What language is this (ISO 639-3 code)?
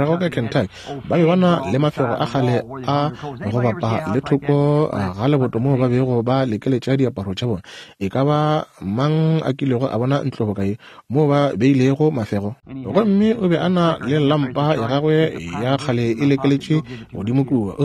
nso